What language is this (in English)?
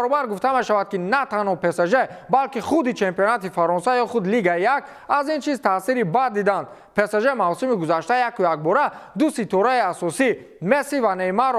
Tajik